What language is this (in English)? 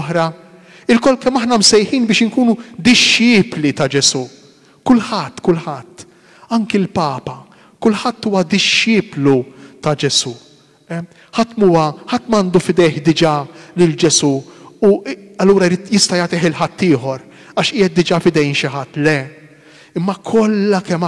Maltese